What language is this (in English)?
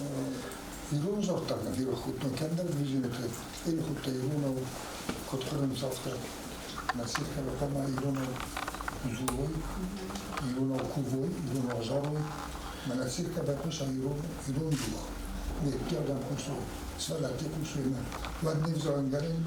Ossetic